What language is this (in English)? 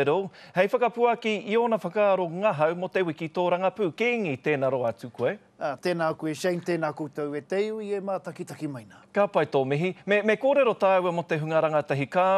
Māori